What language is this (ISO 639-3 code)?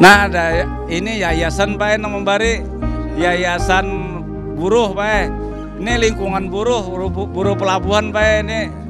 bjn